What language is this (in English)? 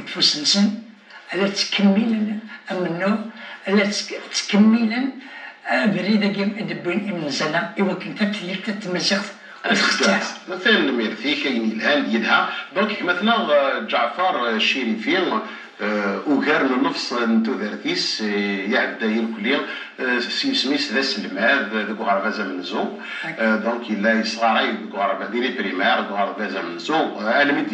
Kabyle